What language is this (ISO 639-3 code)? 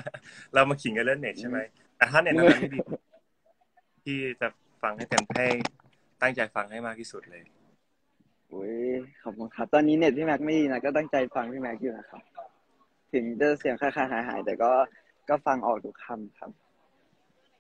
tha